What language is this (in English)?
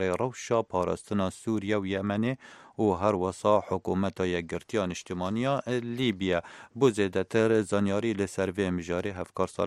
Kurdish